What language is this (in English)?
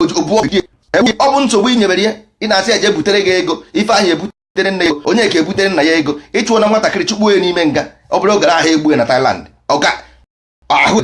Igbo